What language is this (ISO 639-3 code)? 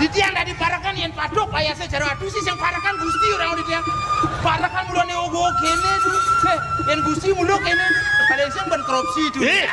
ban